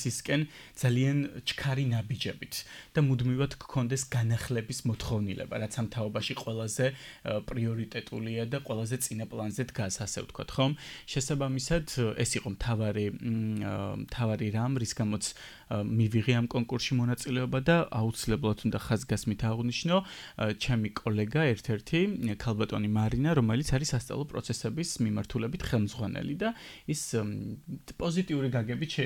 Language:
Georgian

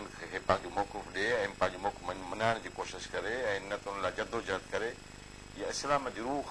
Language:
Sindhi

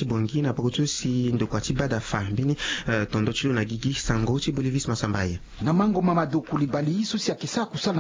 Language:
Sango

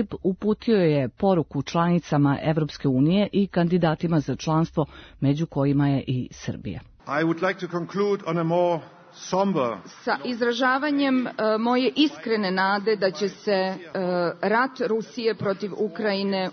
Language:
Serbian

